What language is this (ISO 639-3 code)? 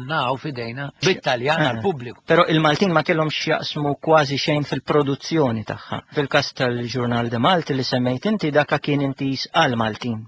mlt